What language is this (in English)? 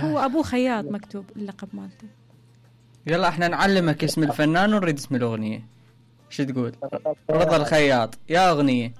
Mesopotamian Arabic